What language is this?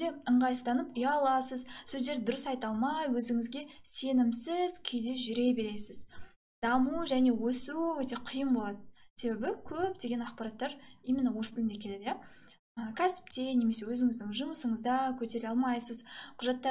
Kazakh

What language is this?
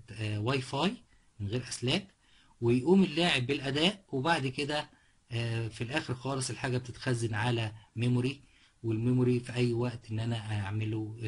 Egyptian Arabic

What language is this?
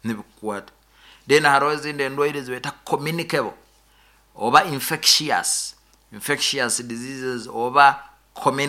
Nyoro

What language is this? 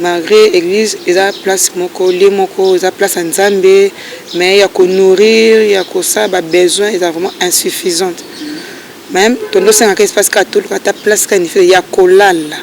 Lingala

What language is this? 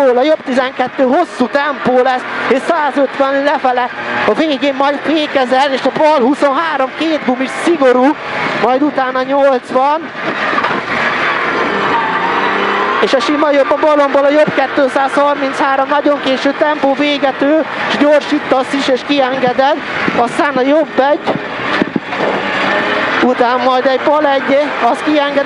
Hungarian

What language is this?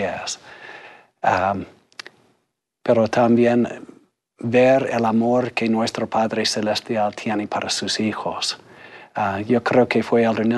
Spanish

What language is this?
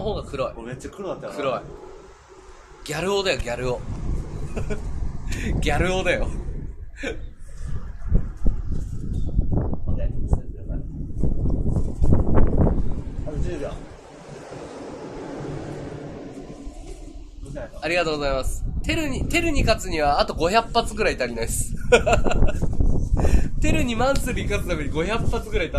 Japanese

